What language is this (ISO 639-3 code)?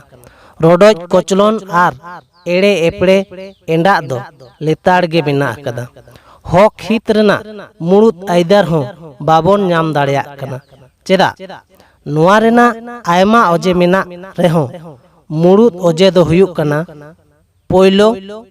sat